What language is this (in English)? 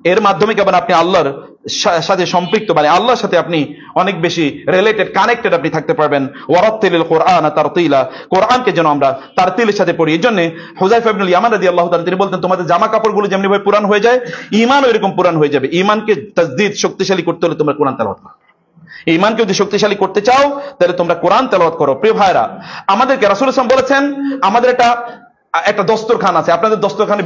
Bangla